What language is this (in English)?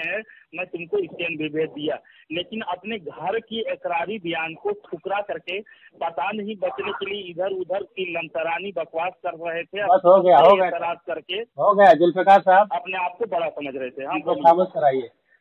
Urdu